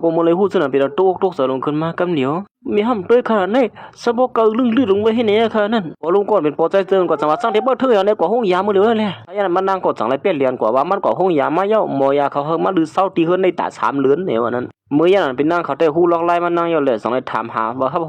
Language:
Shan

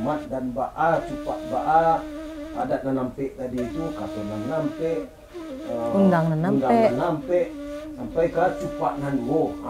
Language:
Minangkabau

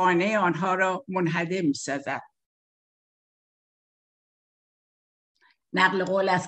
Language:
Persian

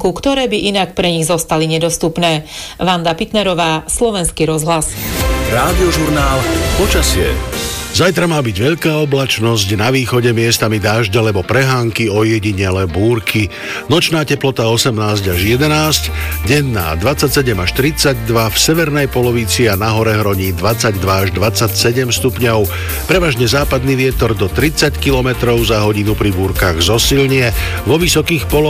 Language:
Slovak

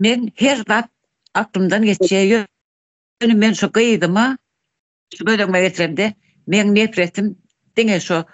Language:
Turkmen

